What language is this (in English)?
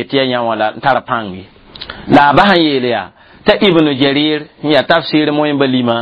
Mossi